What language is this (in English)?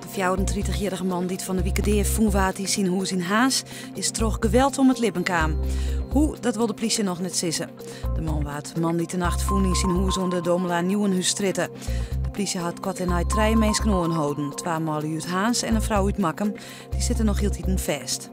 Western Frisian